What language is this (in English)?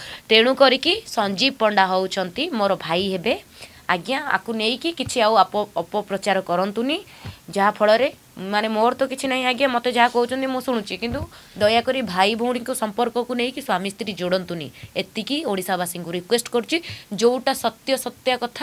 Odia